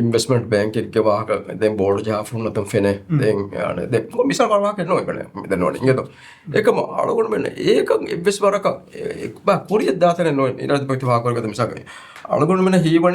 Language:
Divehi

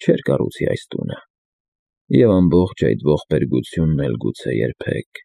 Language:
Armenian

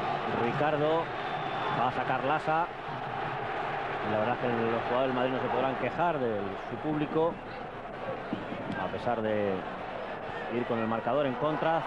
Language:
Spanish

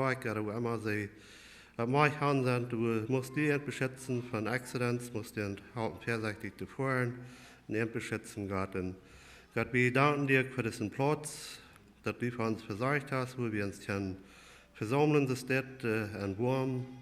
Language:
Plautdietsch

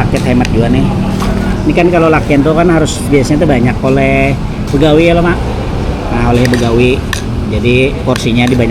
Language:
Banjar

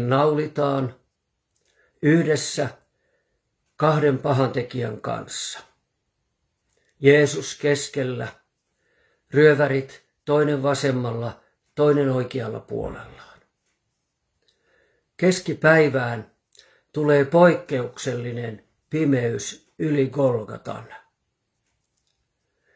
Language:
Finnish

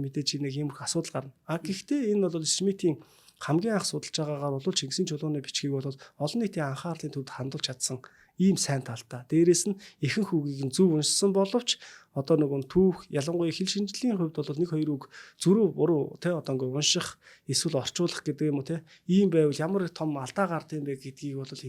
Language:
Mongolian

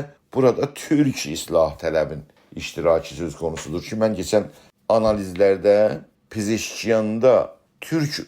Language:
South Azerbaijani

